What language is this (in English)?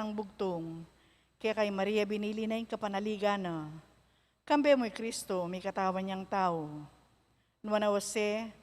Pampanga